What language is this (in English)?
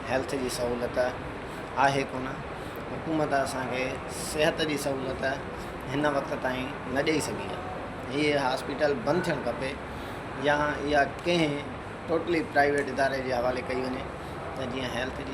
Sindhi